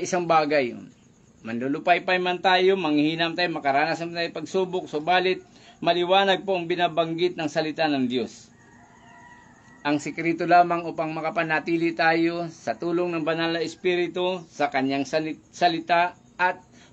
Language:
Filipino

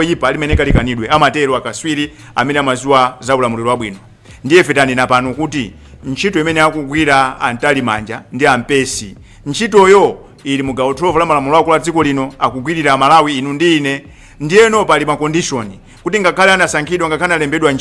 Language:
Nyanja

